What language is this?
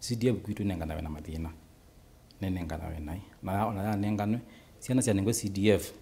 Kamba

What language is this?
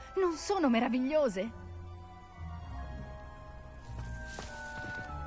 Italian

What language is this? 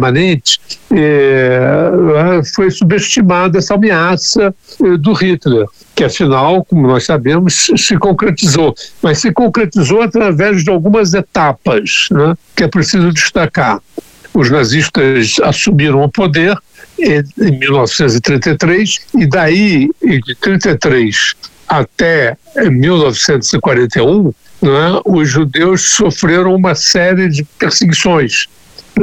Portuguese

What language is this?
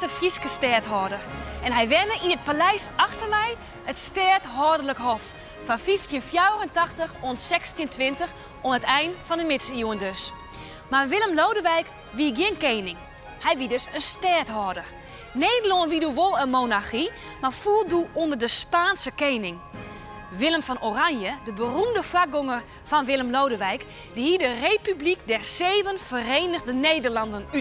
Western Frisian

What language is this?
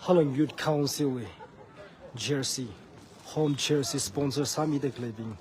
Tangkhul Naga (India)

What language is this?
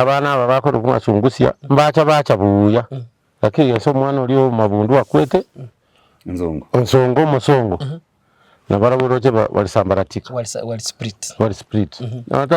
Gusii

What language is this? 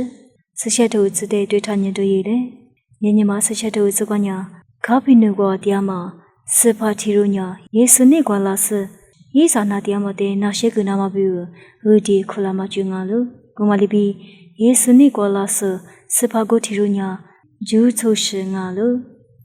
Lisu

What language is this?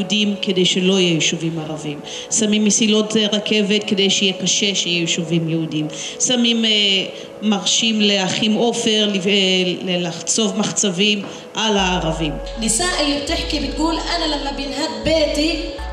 Hebrew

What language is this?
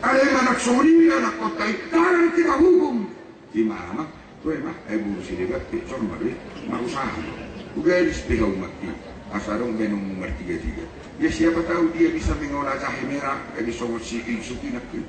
Batak Toba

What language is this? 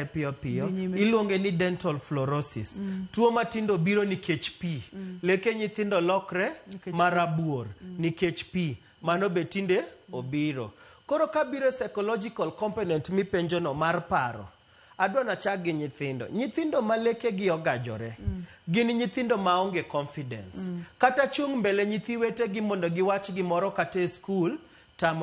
Luo (Kenya and Tanzania)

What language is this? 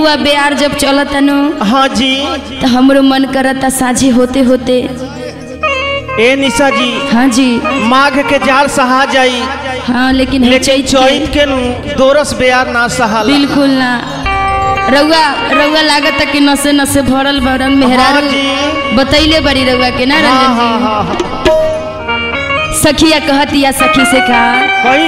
Bhojpuri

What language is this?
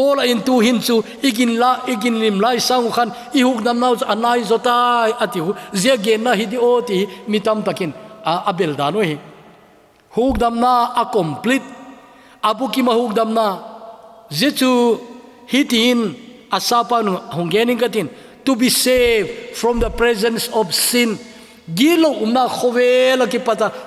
Thado Chin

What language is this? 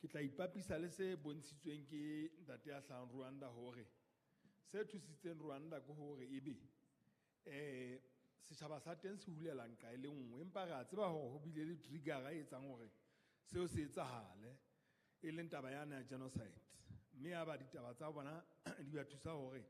Southern Sotho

